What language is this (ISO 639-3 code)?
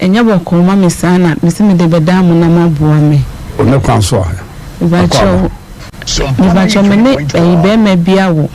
aka